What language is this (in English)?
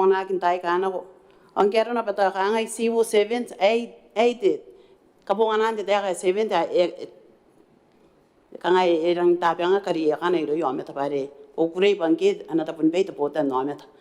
Gilbertese